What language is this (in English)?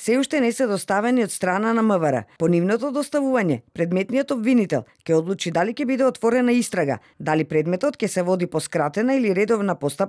Macedonian